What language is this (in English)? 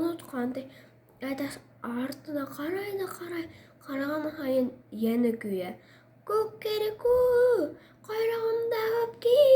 Bashkir